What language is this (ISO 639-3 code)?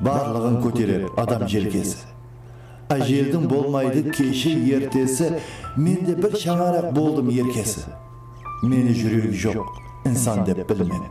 kaa